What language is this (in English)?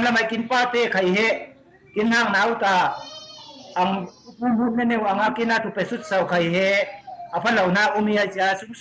Falam Chin